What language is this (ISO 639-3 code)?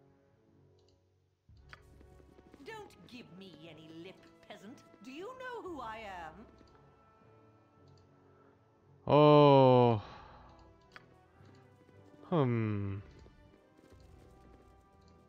kor